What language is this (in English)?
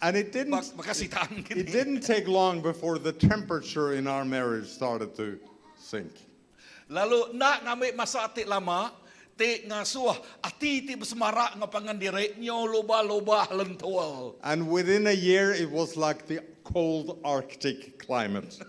Iban